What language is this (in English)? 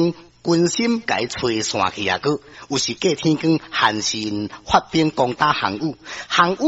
Min Nan Chinese